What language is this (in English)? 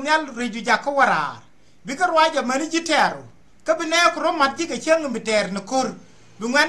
Nuer